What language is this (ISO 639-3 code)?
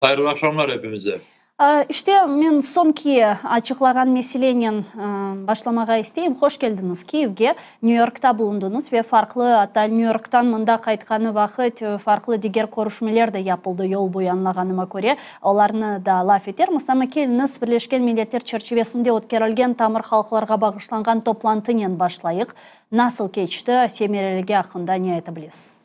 crh